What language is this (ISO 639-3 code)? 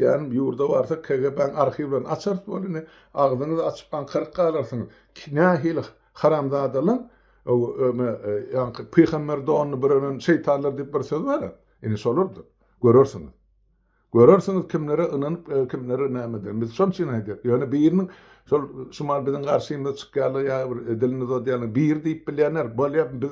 tuk